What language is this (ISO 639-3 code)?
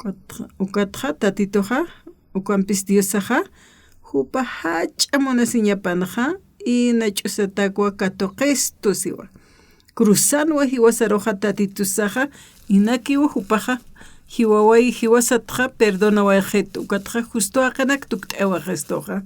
aym